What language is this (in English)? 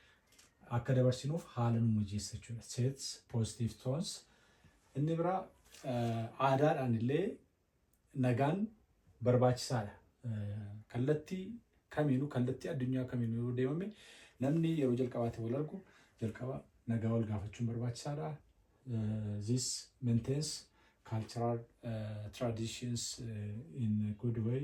Oromo